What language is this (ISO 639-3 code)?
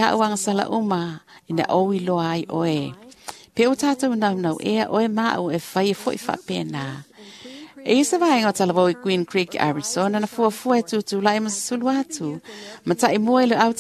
smo